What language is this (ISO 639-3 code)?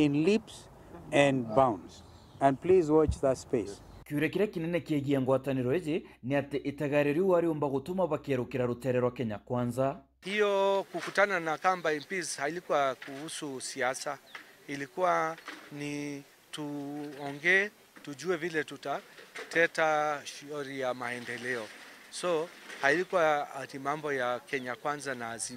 mer